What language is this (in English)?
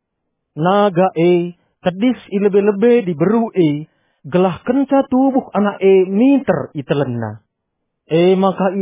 Batak Karo